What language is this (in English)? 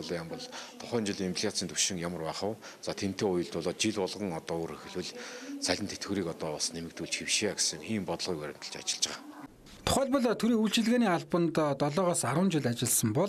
Mongolian